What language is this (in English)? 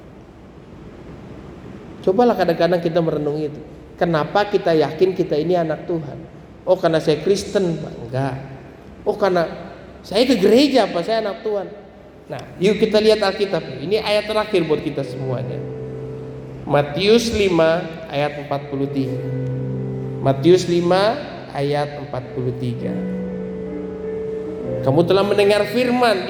Indonesian